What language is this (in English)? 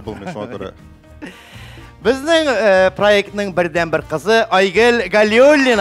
Tatar